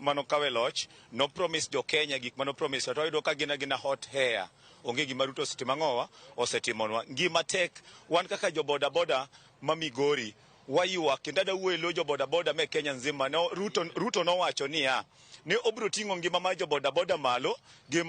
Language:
Luo (Kenya and Tanzania)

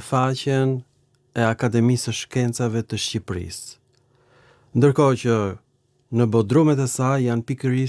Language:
Albanian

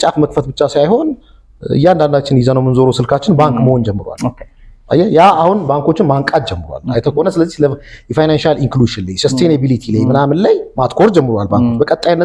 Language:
Amharic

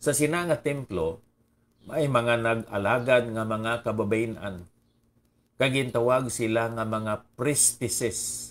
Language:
Hiligaynon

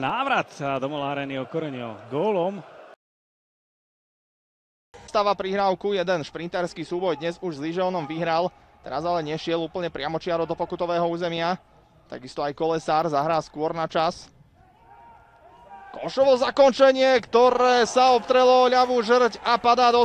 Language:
Slovak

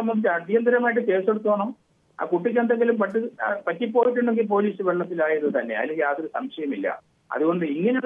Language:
Malayalam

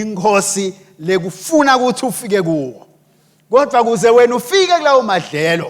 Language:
Swati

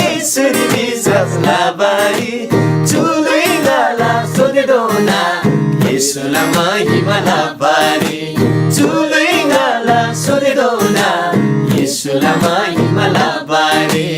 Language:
Eastern Tamang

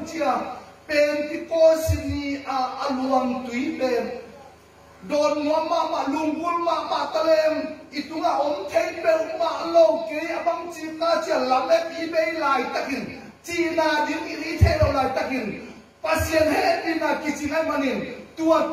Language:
Tedim Chin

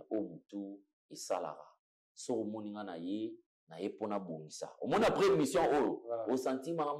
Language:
Lingala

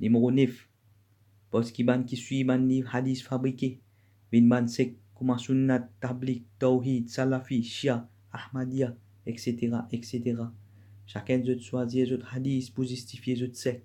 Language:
Morisyen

